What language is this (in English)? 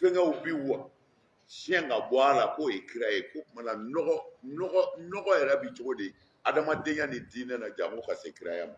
Bambara